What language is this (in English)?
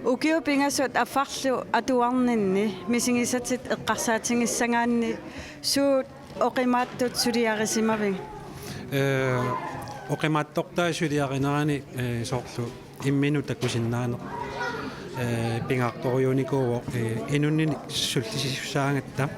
Kalaallisut